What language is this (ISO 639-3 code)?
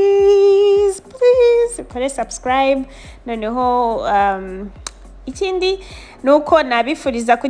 kin